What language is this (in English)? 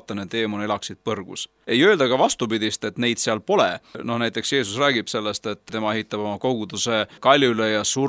Estonian